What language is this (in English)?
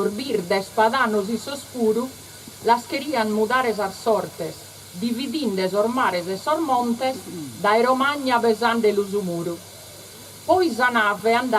Sardinian